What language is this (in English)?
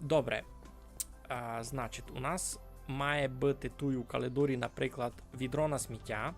Rusyn